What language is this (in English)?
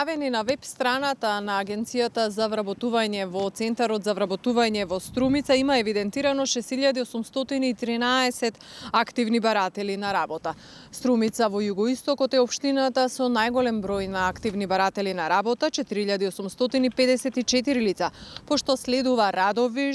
Macedonian